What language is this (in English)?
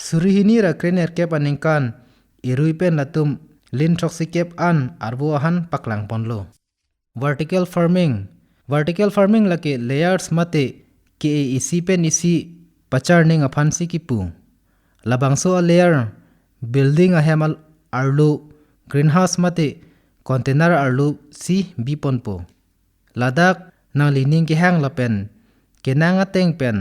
Karbi